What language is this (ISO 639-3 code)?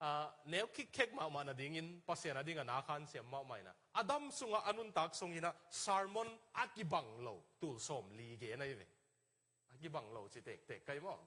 ctd